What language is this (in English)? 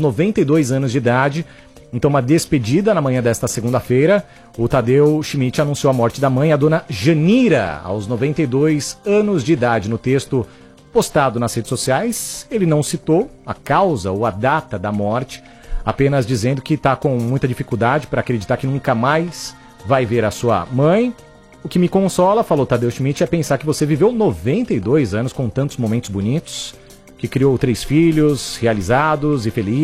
Portuguese